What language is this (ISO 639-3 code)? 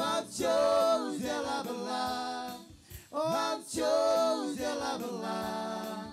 mah